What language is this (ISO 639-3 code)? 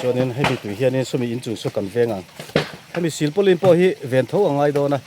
lus